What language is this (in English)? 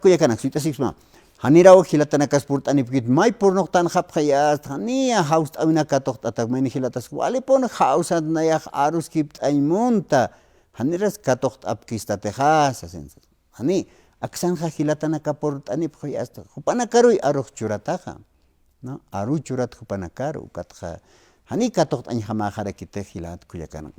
Aymara